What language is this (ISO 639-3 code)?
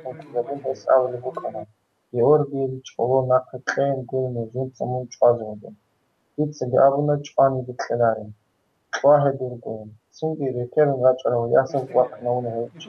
ava